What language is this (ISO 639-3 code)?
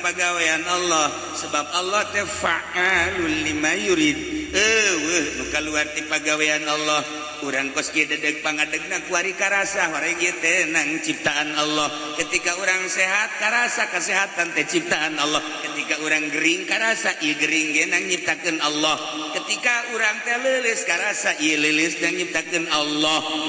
sun